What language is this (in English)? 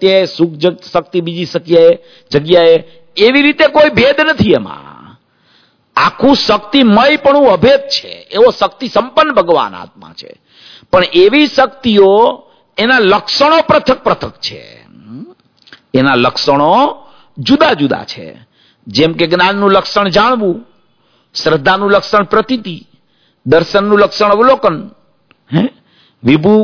Gujarati